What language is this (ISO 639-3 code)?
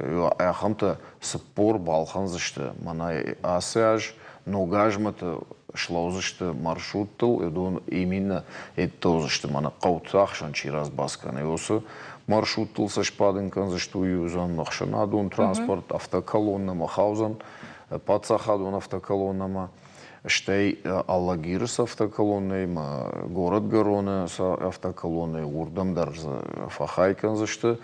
oss